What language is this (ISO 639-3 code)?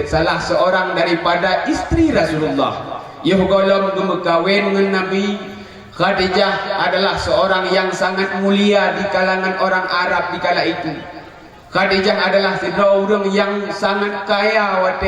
ace